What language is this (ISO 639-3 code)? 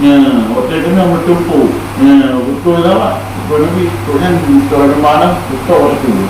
ace